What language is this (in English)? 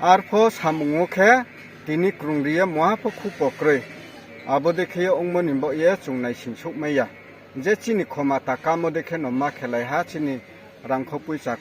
Riang (India)